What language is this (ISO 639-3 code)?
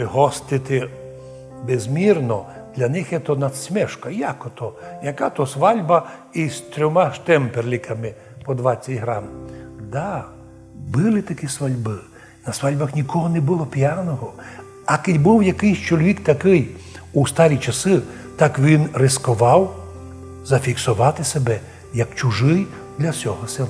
rue